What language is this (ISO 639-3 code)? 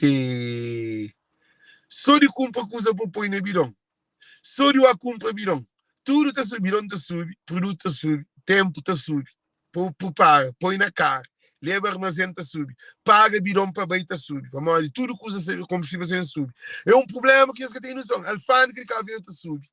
kea